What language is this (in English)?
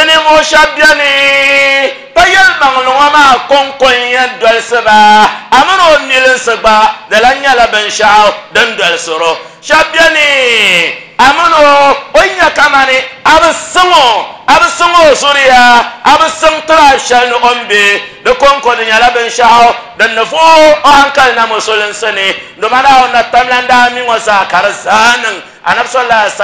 Dagbani